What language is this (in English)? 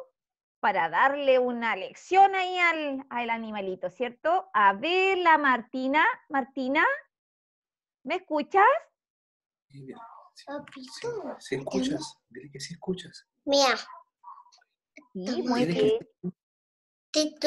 Spanish